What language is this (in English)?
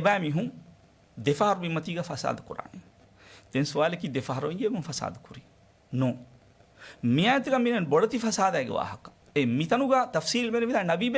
Divehi